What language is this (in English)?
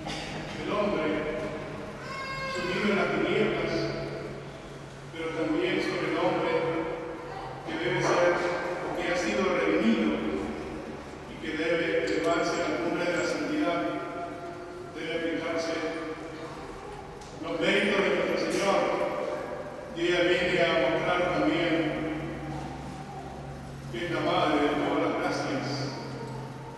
Spanish